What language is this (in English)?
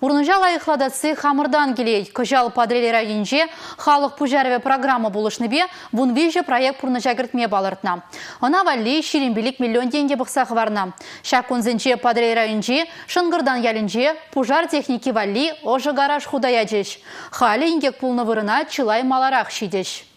Chuvash